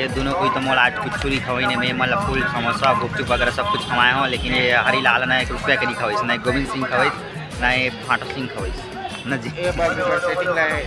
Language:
Chhattisgarhi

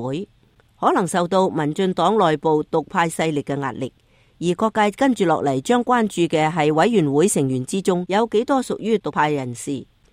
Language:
Cantonese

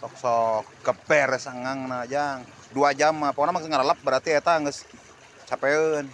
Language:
Sundanese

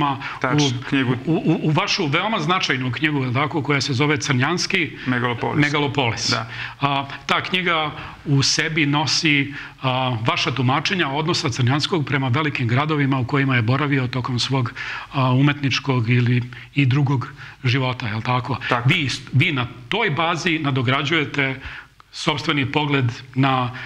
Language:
Serbian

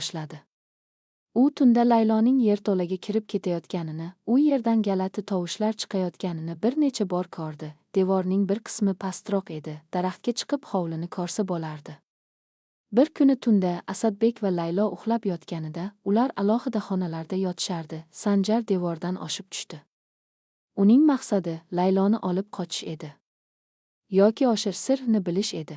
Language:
Uzbek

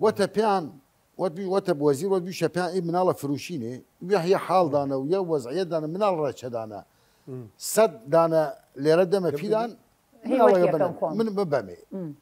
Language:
Southern Kurdish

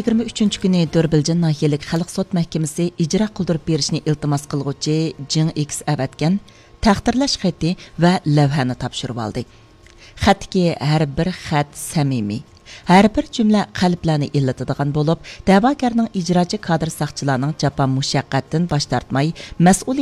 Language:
Uyghur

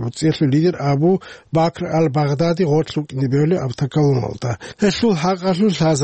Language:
Avaric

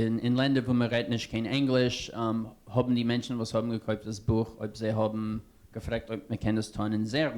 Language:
Yiddish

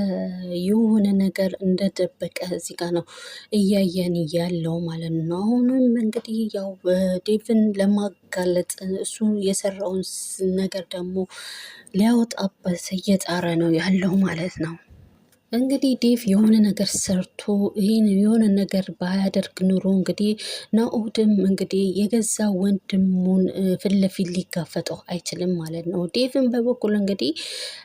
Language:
Amharic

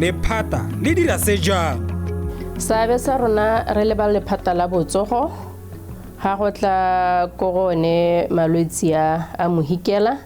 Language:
Tswana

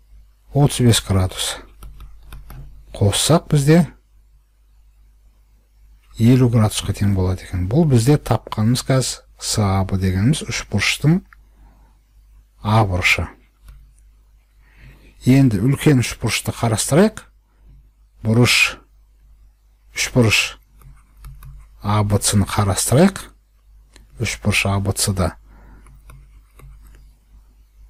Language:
Kazakh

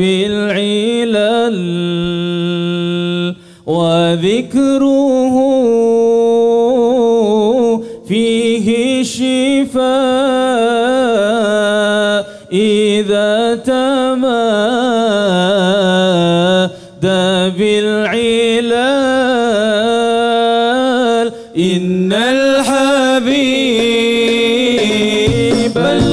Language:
Malay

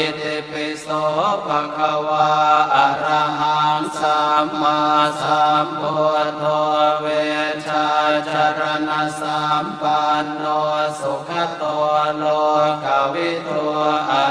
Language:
Pali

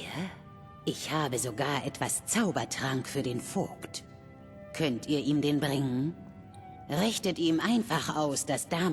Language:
Bavarian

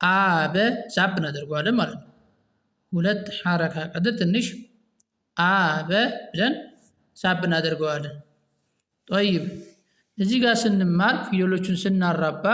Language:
Amharic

